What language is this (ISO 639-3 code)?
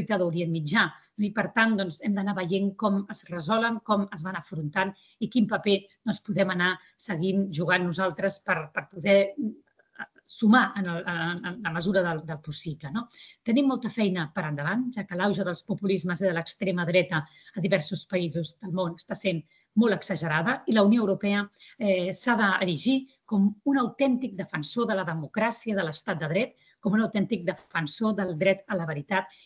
cat